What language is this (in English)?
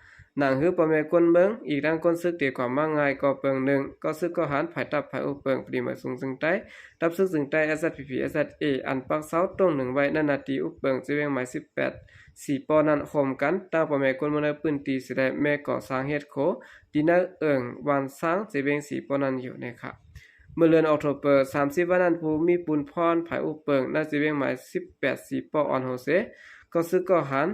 Shan